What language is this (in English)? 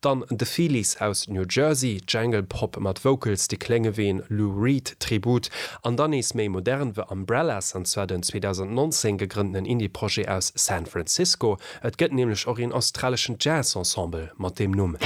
Luxembourgish